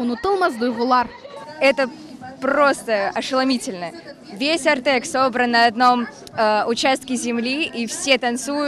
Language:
Crimean Tatar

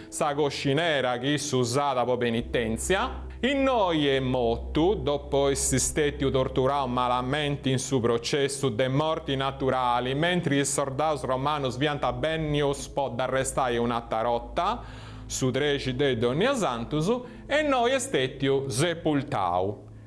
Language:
Sardinian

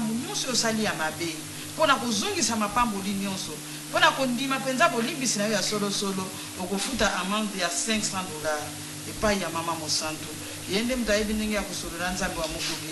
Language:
Lingala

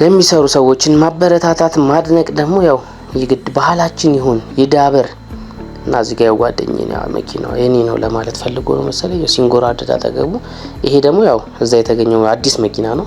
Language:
Amharic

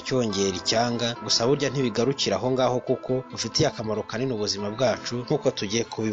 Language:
Kinyarwanda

